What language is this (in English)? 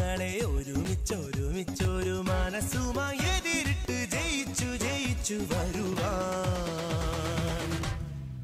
Malayalam